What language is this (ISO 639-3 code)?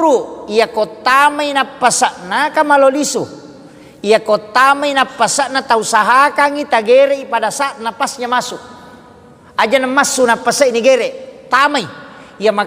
bug